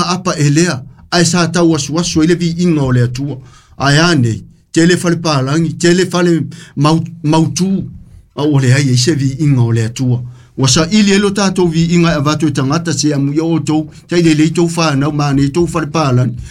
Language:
Samoan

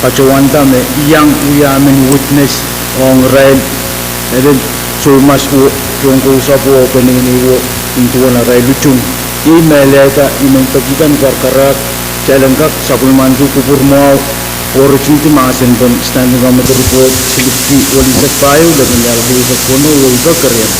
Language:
Pohnpeian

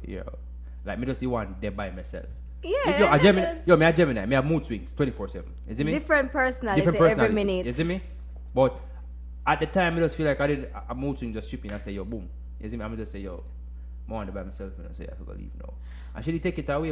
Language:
Jamaican Creole English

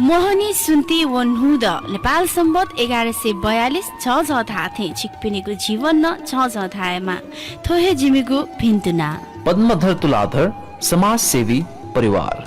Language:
Newari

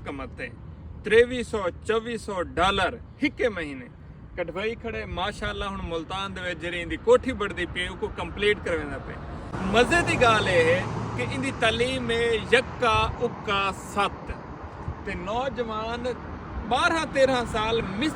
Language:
Saraiki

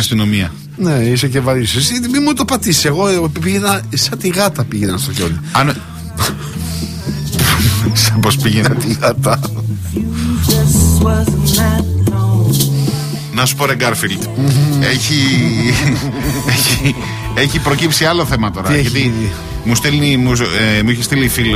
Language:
Greek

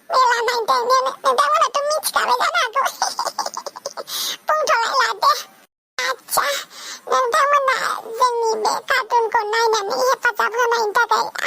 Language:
Bodo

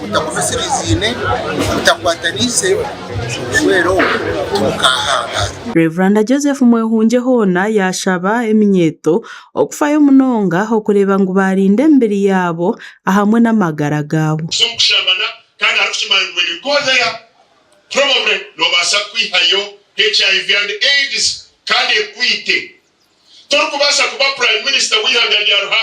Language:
Nyankole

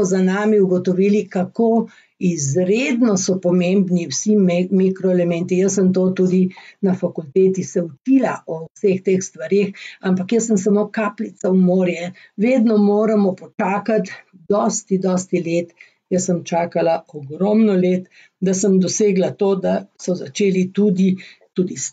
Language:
Slovenian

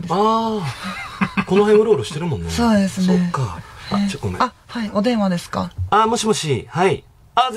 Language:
Japanese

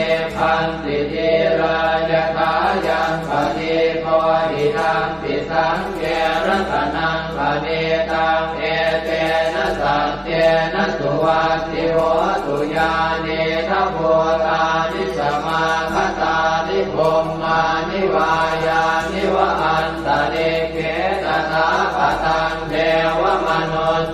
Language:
Pali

